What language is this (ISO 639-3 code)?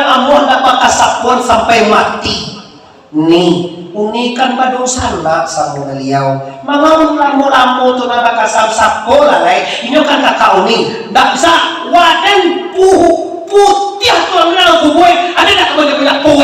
min